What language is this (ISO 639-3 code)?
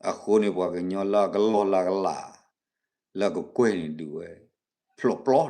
ksw